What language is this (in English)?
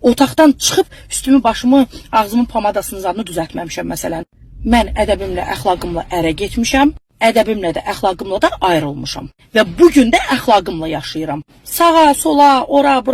Azerbaijani